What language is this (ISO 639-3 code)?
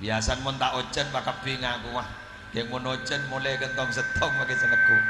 mad